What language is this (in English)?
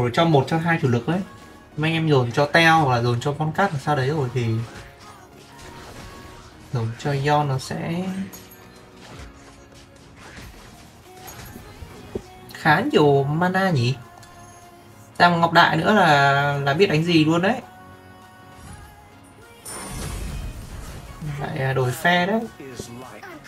Vietnamese